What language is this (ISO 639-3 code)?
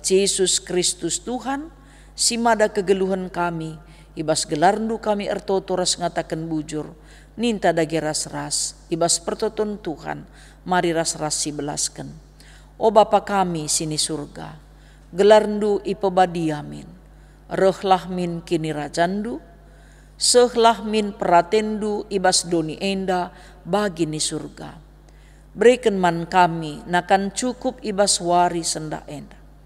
btx